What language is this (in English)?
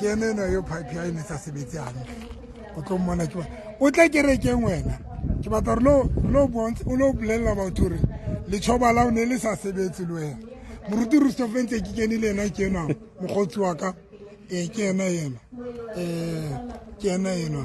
Southern Sotho